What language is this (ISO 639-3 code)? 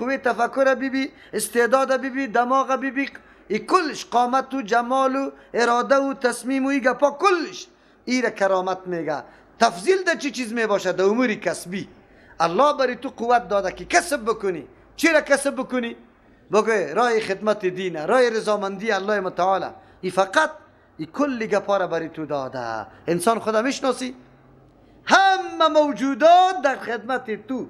fas